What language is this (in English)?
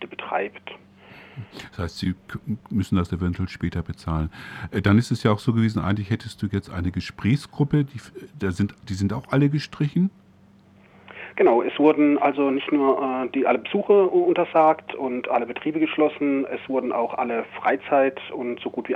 German